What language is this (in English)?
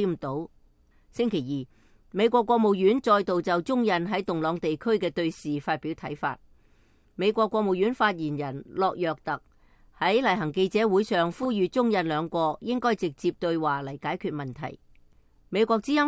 Cantonese